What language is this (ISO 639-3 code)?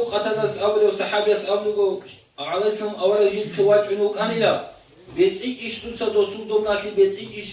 ava